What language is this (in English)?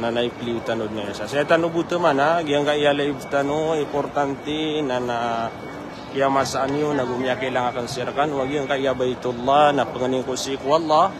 Maranao